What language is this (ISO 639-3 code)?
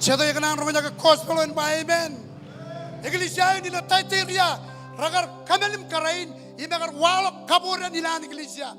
mah